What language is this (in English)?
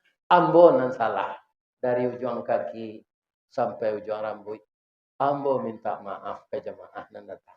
Minangkabau